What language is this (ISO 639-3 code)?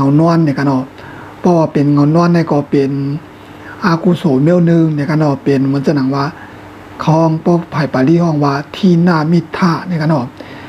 shn